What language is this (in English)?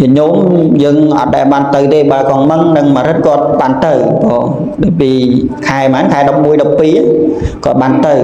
Khmer